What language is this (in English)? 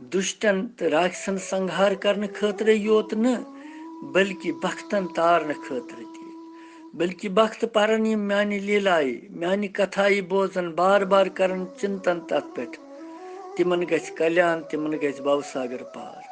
Kashmiri